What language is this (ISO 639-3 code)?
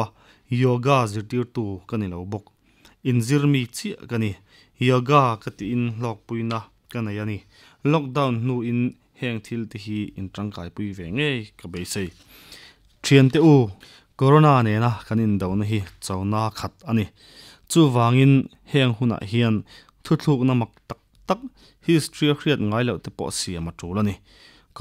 lus